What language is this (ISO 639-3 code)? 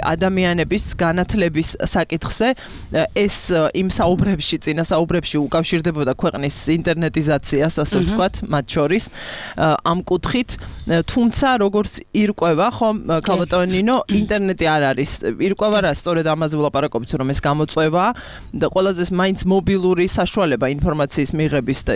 kat